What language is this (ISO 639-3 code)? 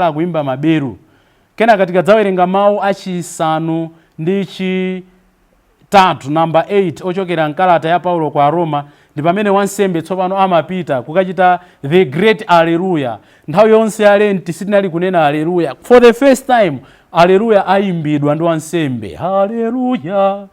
nya